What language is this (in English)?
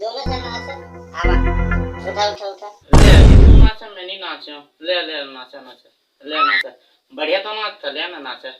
Chhattisgarhi